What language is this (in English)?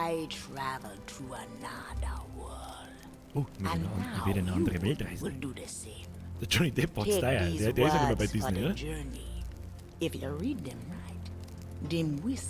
Bavarian